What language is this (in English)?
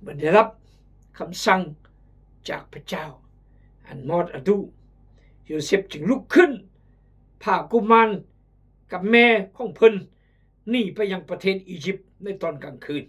Khmu